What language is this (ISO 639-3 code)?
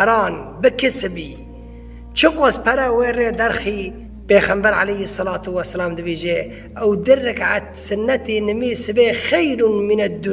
kur